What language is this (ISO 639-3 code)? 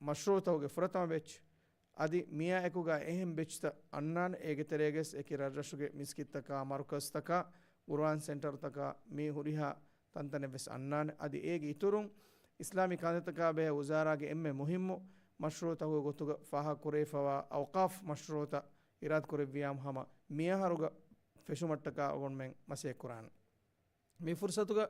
div